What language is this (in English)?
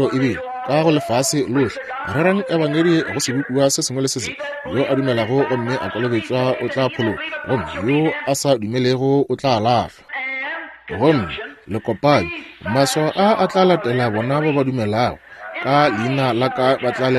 Northern Sotho